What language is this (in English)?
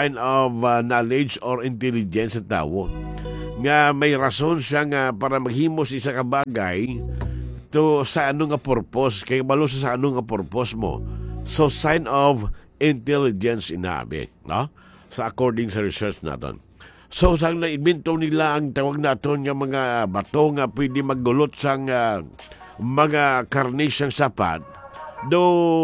Hiligaynon